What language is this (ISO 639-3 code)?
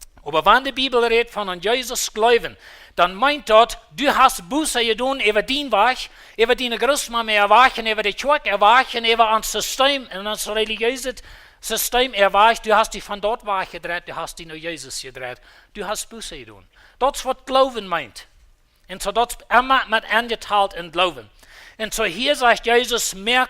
pdt